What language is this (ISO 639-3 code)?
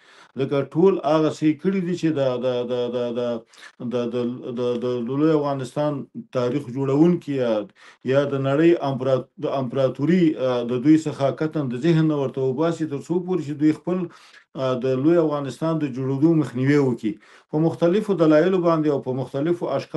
pus